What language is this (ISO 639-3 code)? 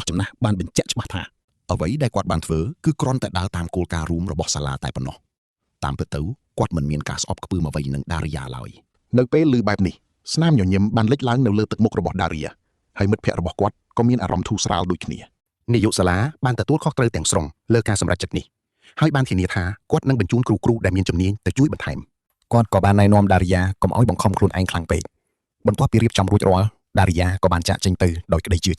khm